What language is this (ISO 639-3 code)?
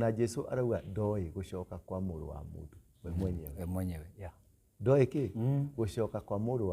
kik